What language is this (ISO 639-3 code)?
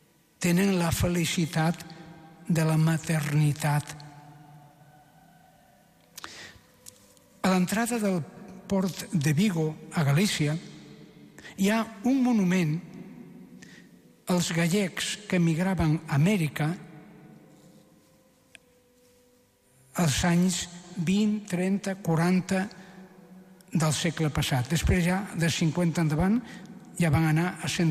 cat